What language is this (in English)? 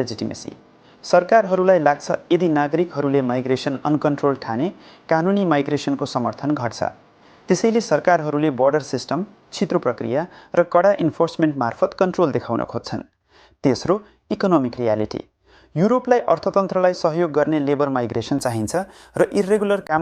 Nepali